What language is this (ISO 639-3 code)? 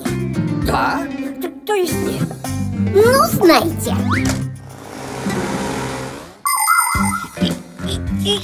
rus